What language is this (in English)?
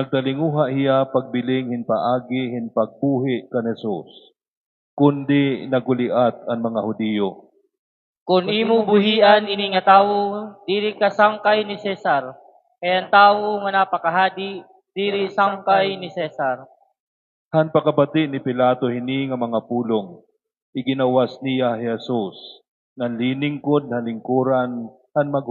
Waray